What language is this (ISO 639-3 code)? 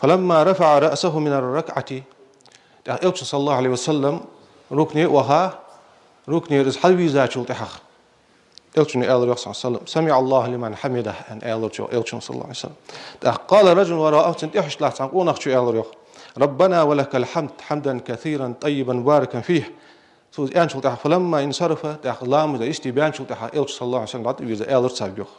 inh